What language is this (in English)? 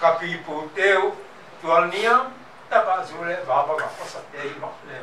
Paite Chin